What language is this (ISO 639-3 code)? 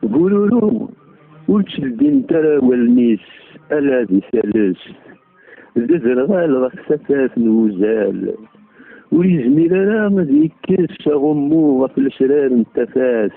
kab